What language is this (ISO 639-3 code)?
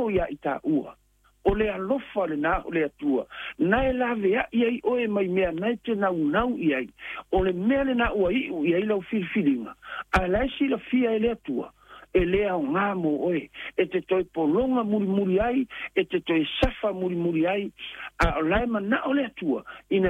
smo